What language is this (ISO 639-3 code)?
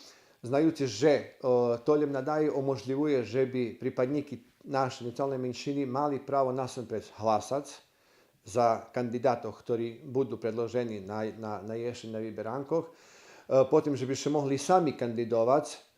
rue